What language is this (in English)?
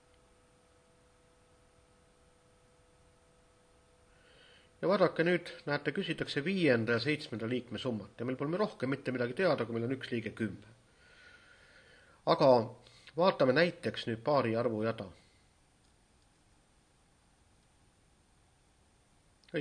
Estonian